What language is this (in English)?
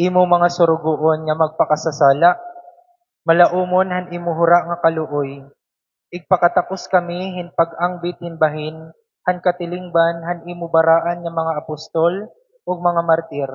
Waray